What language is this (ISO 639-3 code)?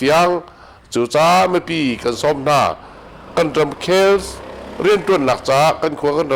cnh